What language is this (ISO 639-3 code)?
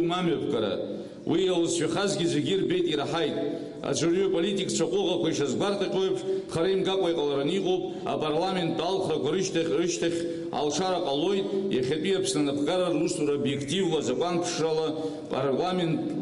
abk